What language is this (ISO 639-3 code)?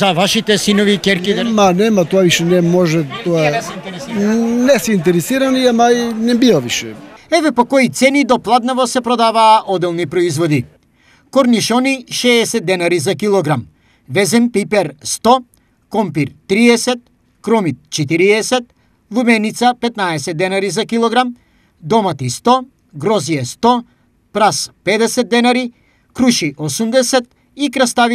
mkd